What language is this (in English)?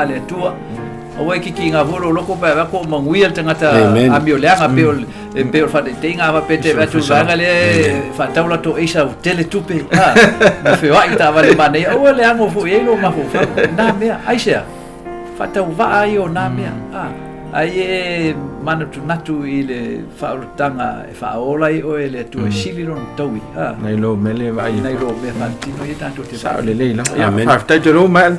Samoan